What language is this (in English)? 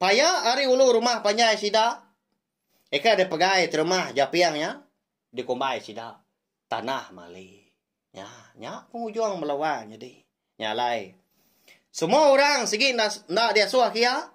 Iban